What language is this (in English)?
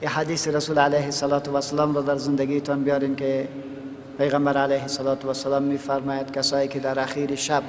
Persian